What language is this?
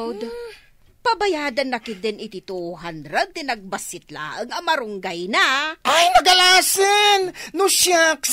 Iloko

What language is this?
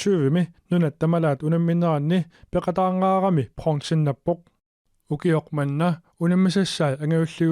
Kalaallisut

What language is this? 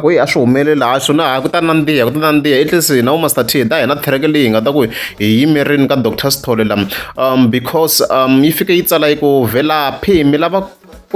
Tsonga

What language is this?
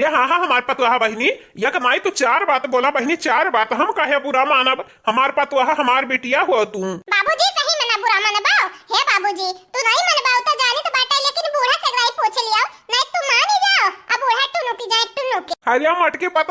Awadhi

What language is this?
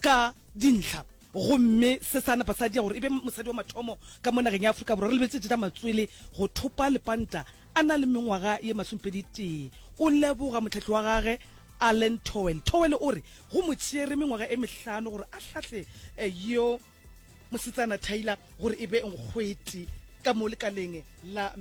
Northern Sotho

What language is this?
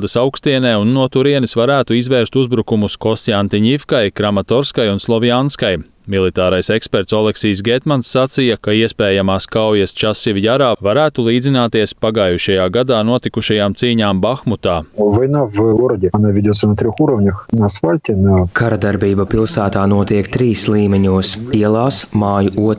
Latvian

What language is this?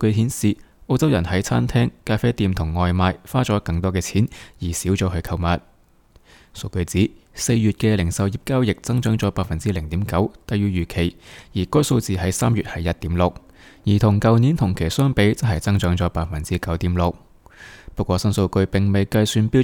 Cantonese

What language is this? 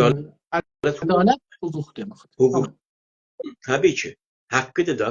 South Azerbaijani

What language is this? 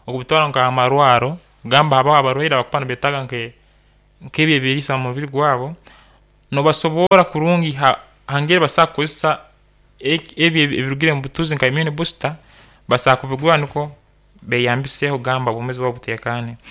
Nyankole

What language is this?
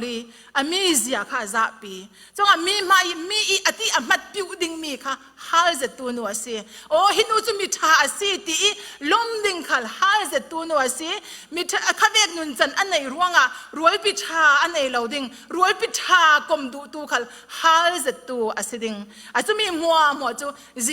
Falam Chin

